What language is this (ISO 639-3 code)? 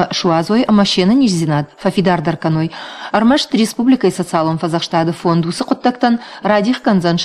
oss